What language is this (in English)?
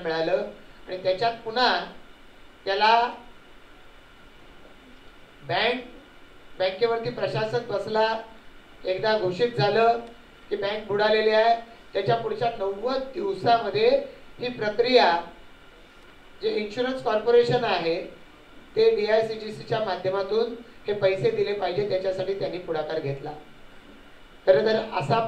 Marathi